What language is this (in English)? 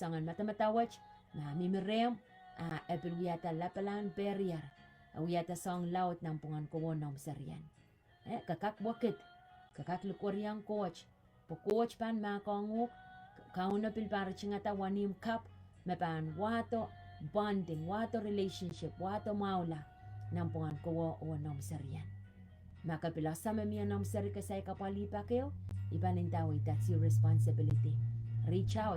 Pohnpeian